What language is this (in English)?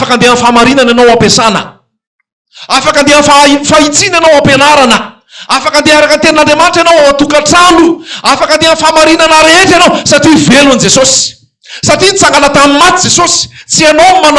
Malagasy